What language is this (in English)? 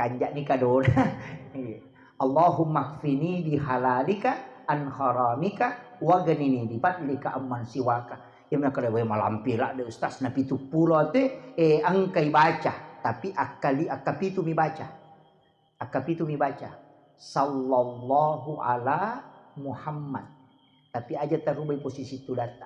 Buginese